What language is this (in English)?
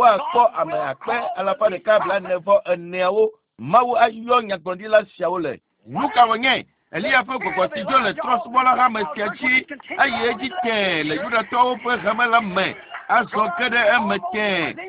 Ewe